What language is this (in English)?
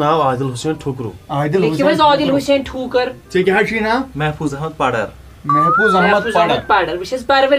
Kashmiri